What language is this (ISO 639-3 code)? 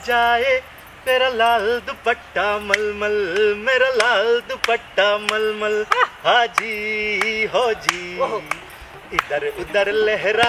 syl